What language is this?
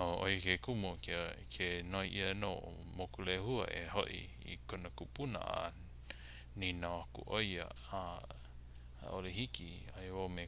Hawaiian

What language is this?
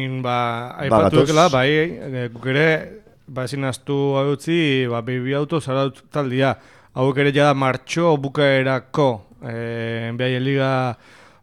Basque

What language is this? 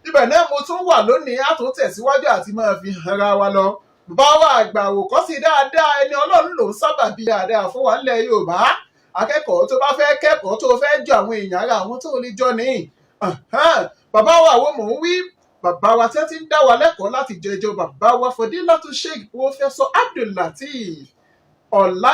Yoruba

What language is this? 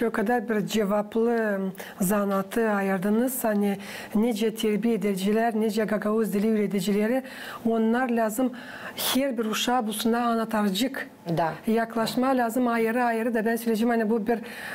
Gagauz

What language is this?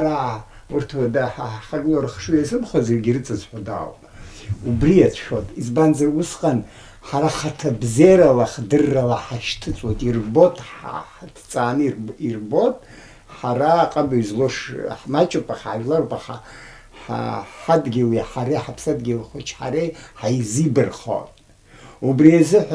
Abkhazian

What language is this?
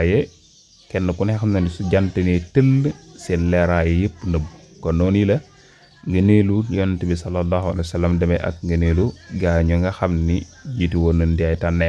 Wolof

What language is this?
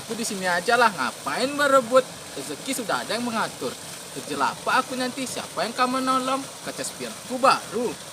Minangkabau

